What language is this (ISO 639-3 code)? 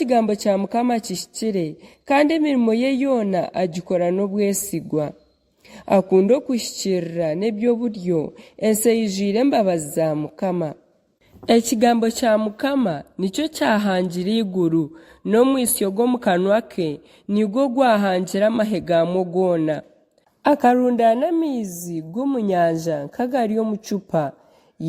nyn